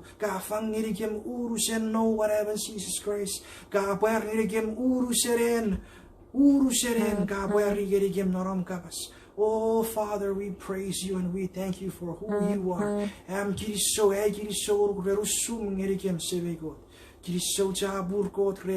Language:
Chuukese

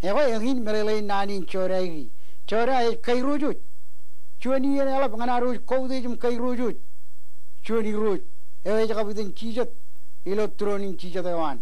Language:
Marshallese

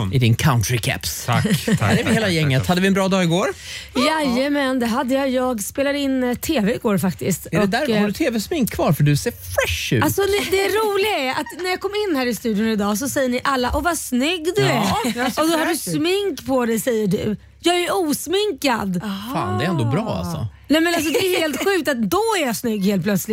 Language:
Swedish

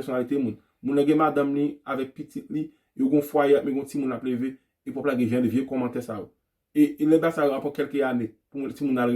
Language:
Haitian Creole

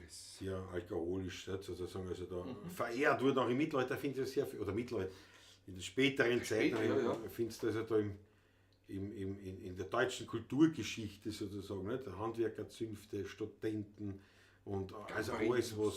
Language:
Bavarian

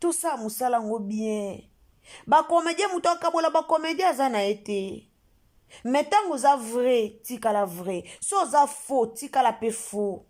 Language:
Lingala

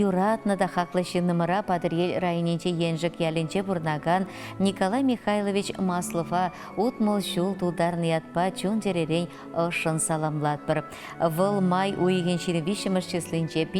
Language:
Chuvash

